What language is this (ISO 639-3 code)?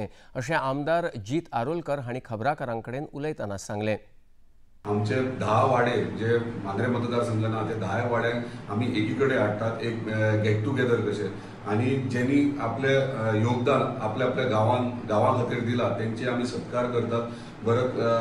kok